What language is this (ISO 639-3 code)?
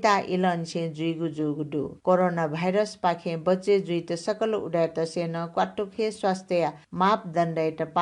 new